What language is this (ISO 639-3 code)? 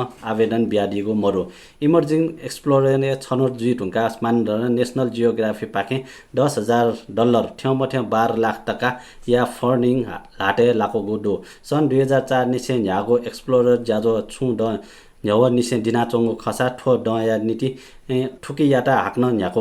new